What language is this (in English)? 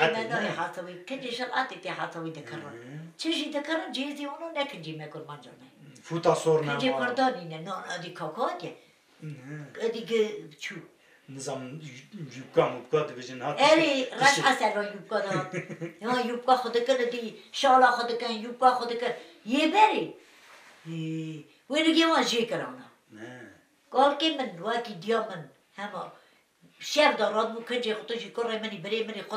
Kurdish